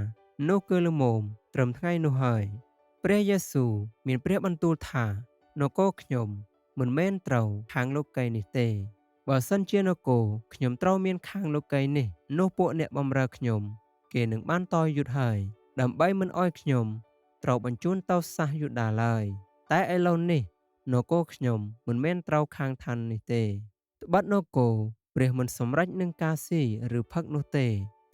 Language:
Khmer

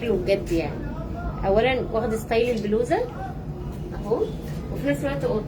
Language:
Egyptian Arabic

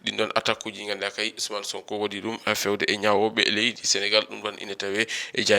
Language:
Fula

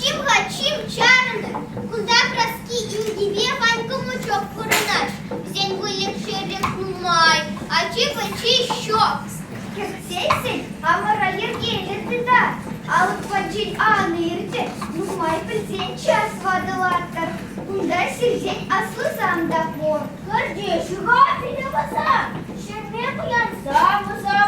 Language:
Chuvash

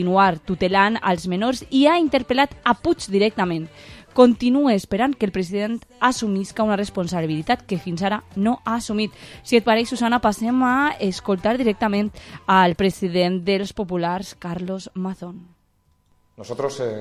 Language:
Catalan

